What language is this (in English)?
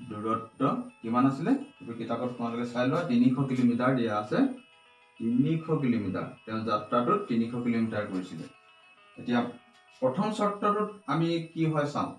Assamese